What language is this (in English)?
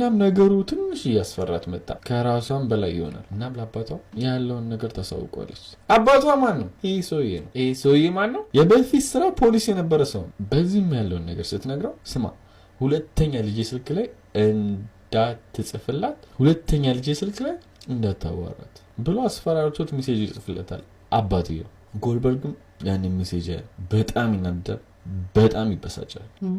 Amharic